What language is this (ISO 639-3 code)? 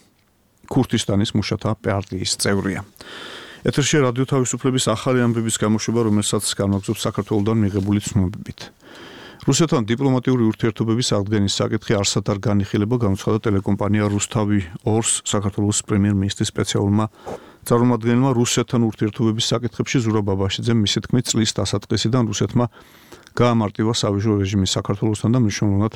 kat